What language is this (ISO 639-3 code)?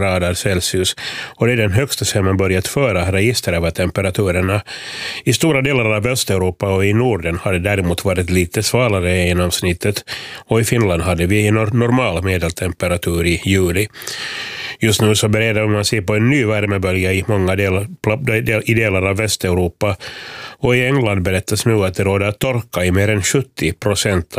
swe